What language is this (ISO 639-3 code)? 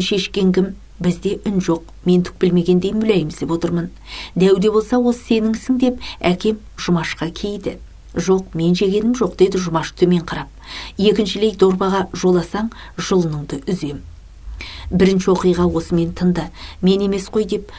kaz